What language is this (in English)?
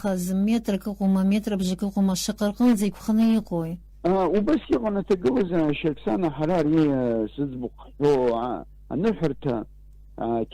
Abkhazian